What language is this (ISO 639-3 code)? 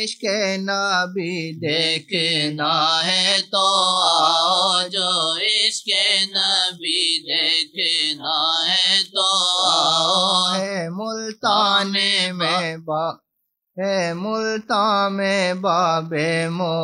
urd